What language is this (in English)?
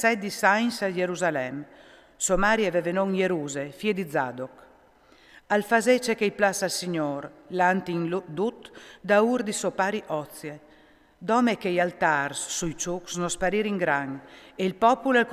Friulian